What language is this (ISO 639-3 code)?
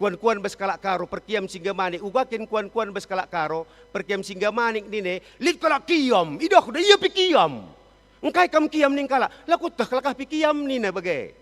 btx